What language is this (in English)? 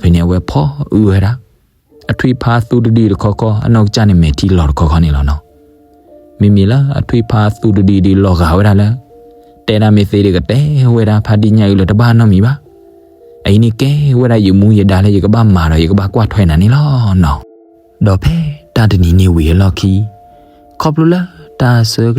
S'gaw Karen